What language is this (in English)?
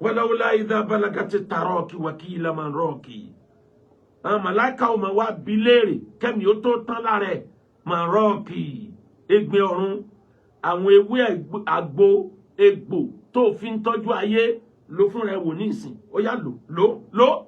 Yoruba